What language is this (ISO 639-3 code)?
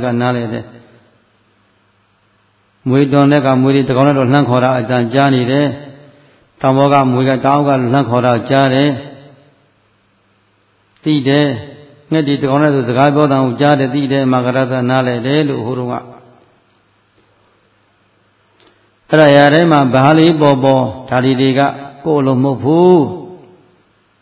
mya